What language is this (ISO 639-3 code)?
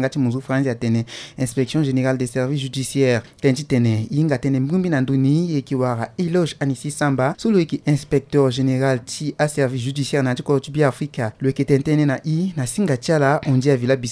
sag